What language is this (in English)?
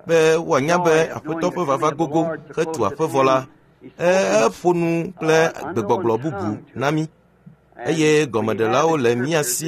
Ewe